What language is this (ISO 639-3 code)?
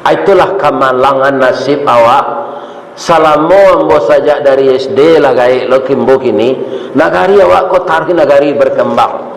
min